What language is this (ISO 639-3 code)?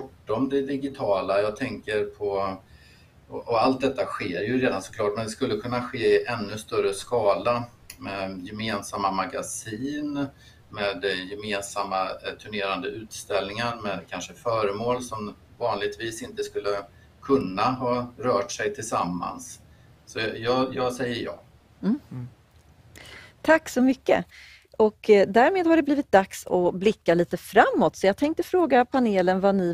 swe